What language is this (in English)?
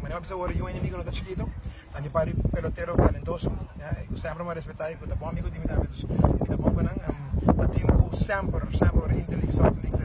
Papiamento